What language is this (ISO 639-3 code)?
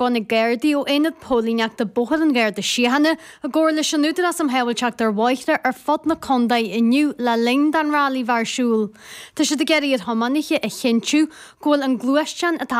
gle